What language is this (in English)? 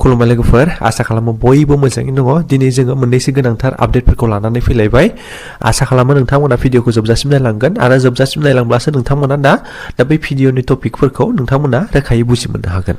Bodo